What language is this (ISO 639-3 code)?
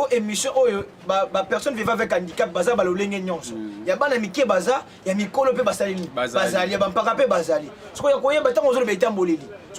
lin